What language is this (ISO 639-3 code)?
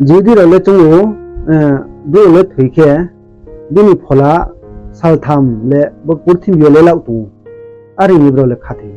ria